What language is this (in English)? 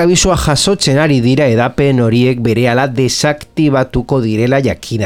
Basque